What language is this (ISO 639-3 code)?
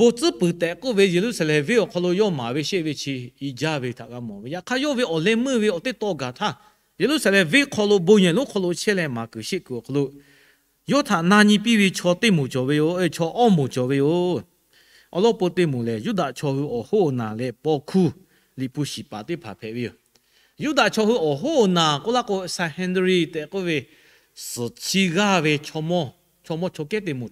lhu